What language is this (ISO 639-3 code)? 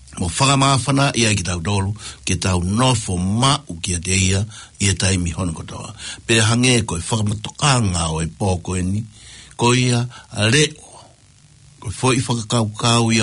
ton